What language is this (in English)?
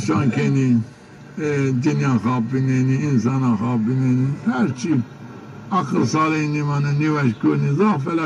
Zaza